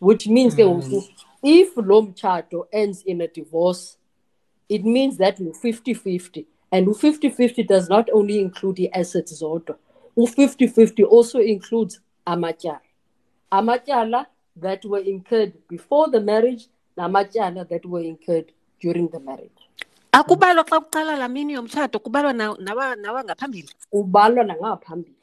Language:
Xhosa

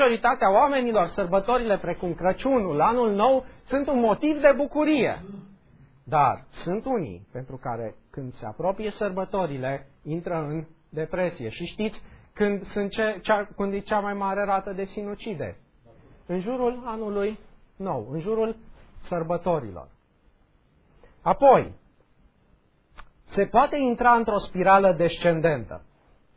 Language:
Romanian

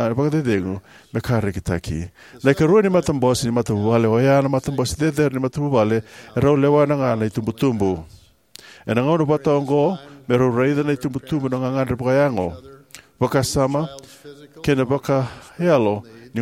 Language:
Fijian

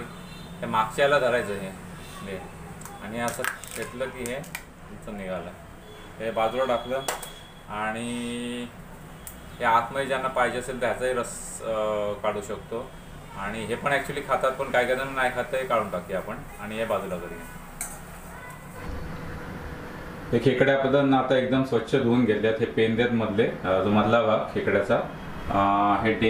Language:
Marathi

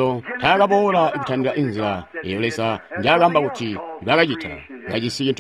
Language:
Tonga (Zambia)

